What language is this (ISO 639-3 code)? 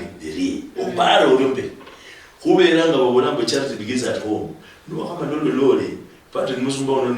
luy